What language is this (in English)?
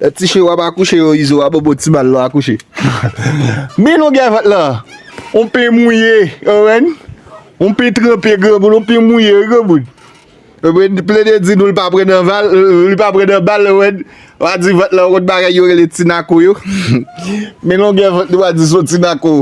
Haitian Creole